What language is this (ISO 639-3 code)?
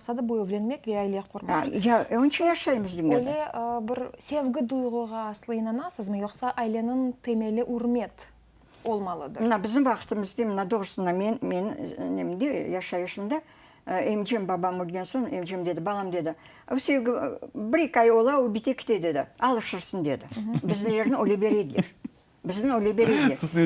crh